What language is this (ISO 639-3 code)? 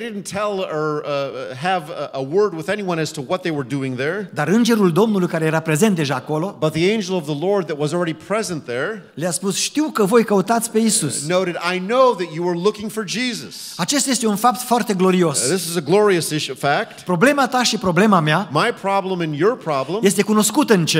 ron